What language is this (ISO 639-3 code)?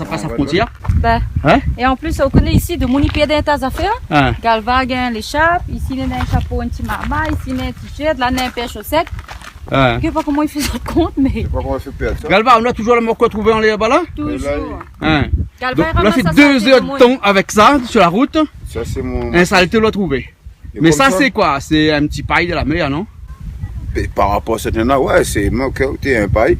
rcf